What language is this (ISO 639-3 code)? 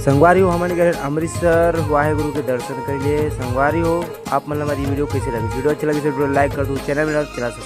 hne